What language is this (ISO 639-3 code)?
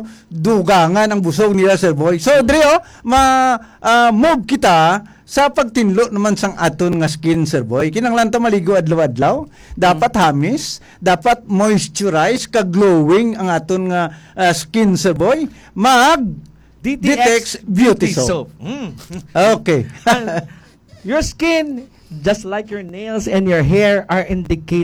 hil